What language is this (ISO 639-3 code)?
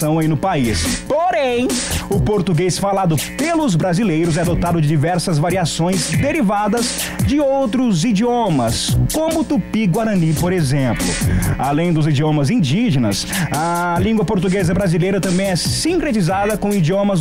por